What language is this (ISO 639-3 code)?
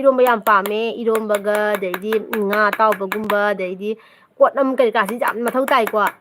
mni